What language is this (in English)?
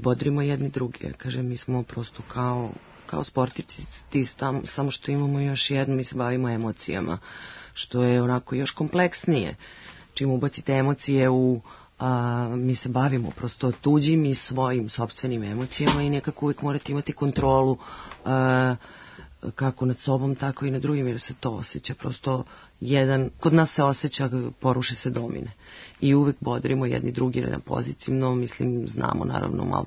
Serbian